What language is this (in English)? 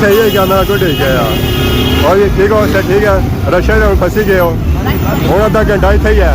Pahari-Potwari